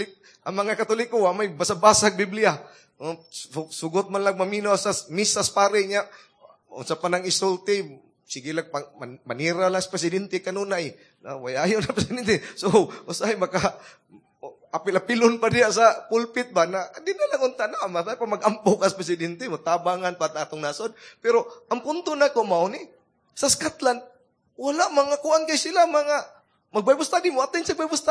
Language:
Cebuano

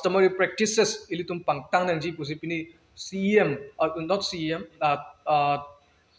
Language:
Karbi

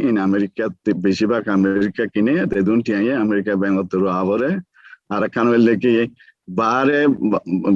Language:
Rohingya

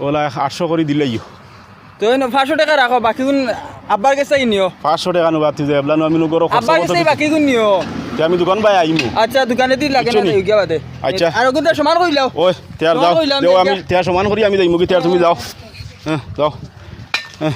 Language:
Sylheti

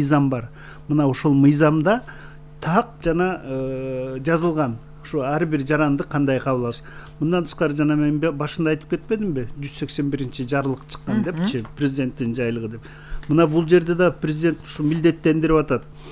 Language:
Kyrgyz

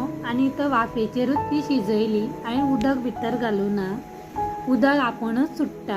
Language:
Konkani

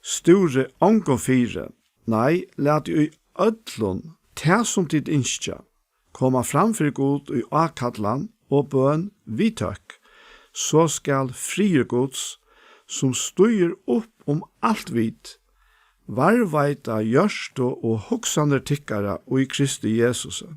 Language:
Faroese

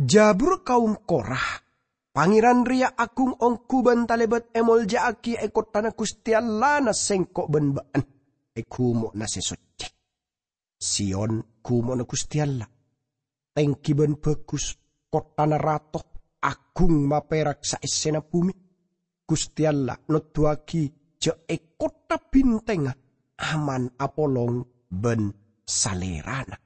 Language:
Madurese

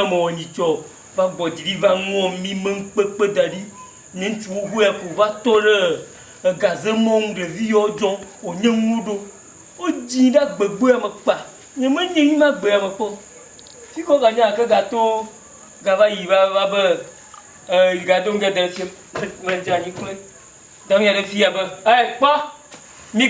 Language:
Ewe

